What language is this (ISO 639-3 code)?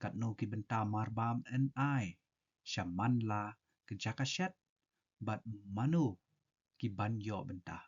kha